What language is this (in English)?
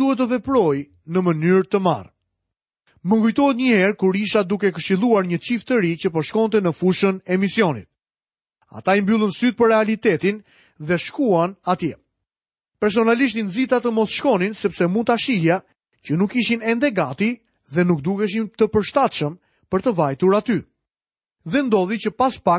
Albanian